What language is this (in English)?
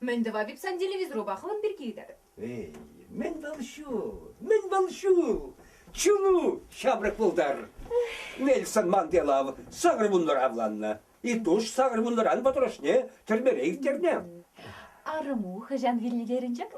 Chuvash